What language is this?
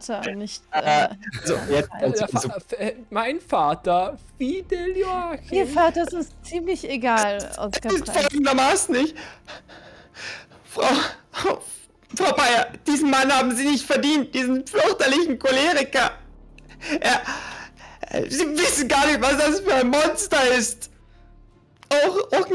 German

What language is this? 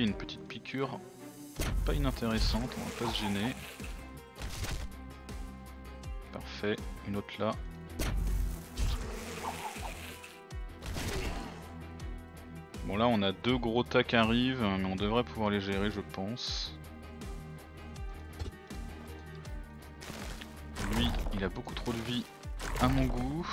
French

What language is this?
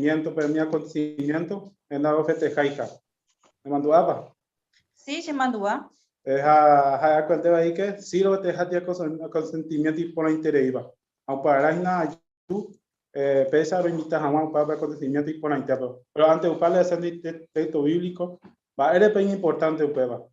Guarani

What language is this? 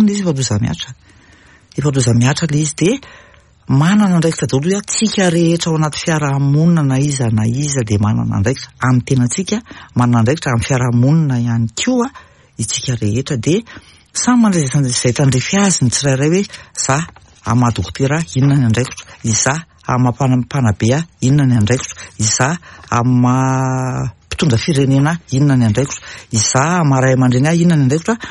Malagasy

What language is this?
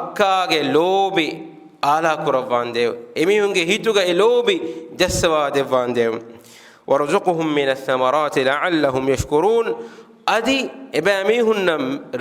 Divehi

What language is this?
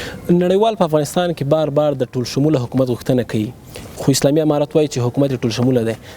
Pashto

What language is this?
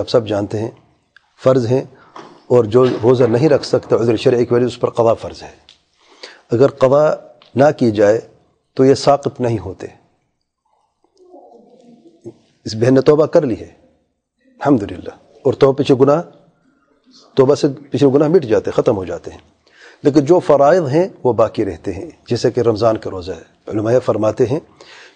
Urdu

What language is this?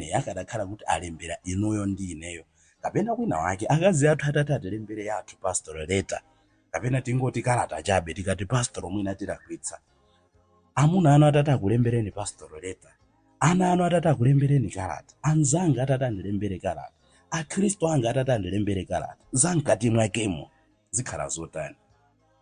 Nyanja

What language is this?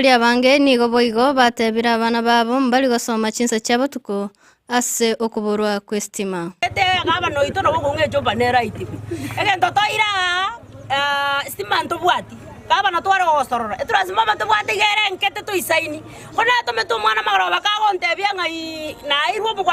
Gusii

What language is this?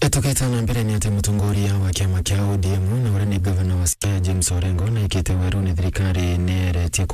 Meru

